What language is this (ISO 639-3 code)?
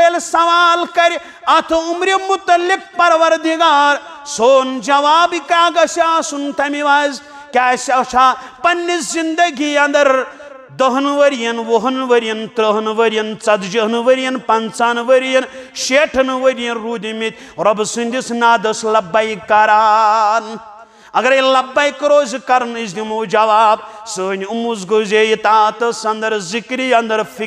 kas